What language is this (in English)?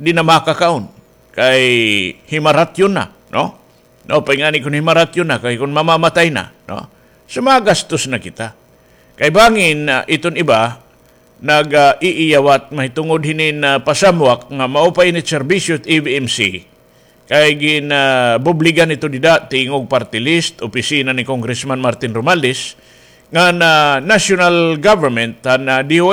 Waray